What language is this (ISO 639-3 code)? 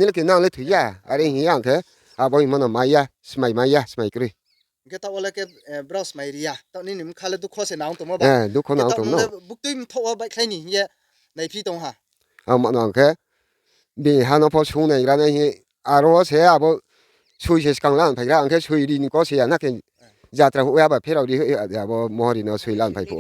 ria